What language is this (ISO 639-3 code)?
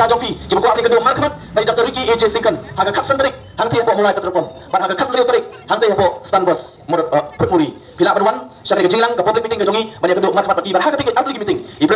kha